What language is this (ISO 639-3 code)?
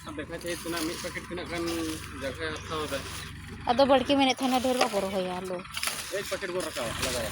sat